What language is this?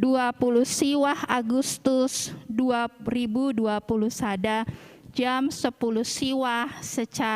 Batak Karo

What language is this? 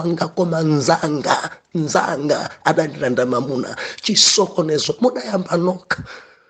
Nyanja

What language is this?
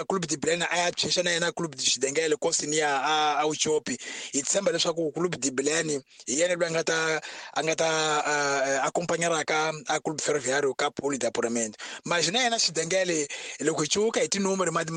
Tsonga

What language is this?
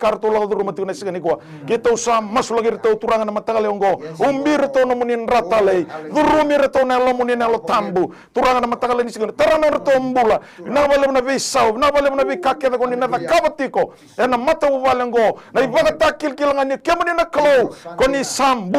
Fijian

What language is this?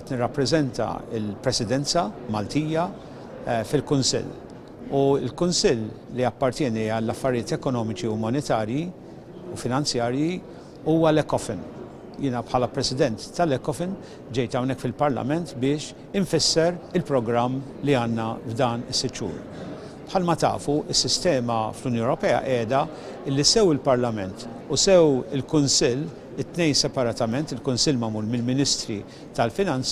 Maltese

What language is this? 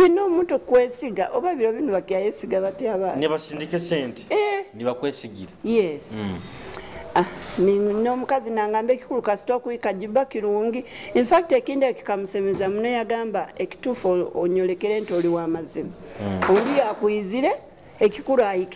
Nyoro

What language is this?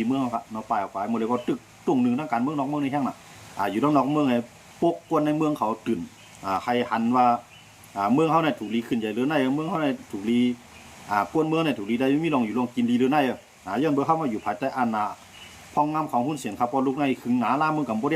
Shan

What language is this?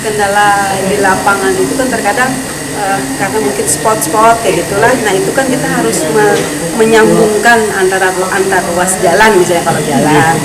Banjar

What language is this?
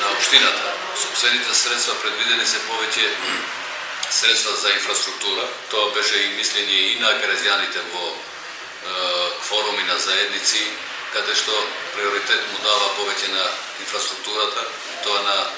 Macedonian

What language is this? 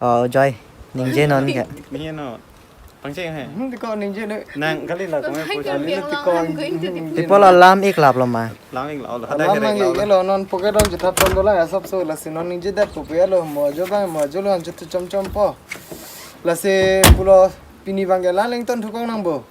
Karbi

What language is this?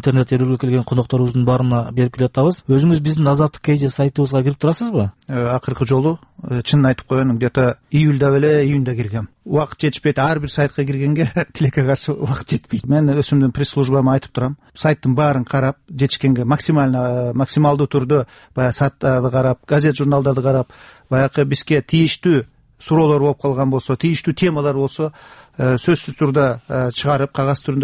Kyrgyz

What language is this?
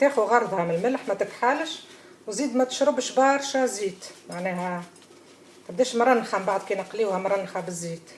Tunisian Arabic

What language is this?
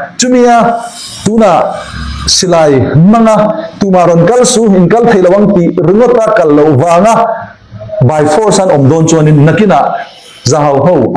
Falam Chin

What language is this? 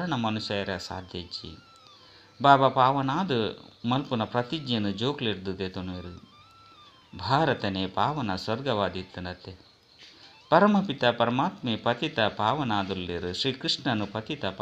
Tulu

